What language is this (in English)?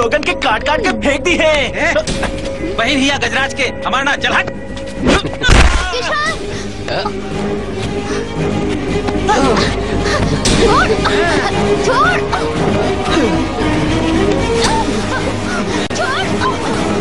Bhojpuri